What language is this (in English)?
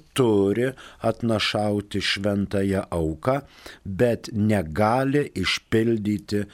Lithuanian